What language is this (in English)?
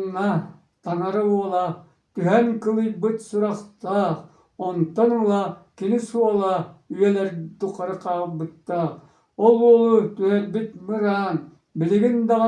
Yakut